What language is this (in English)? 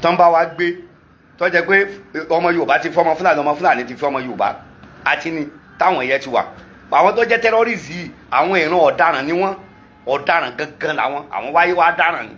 Yoruba